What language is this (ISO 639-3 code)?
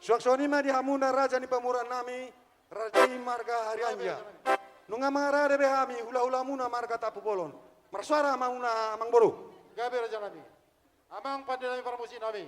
bbc